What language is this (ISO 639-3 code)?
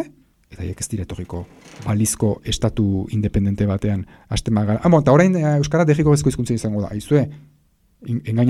eus